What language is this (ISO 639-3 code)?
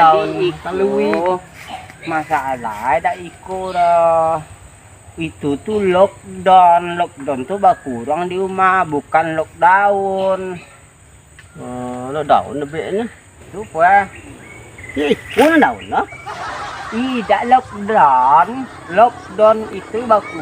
min